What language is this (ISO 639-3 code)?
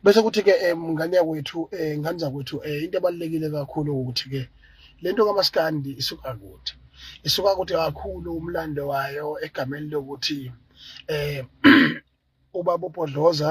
zul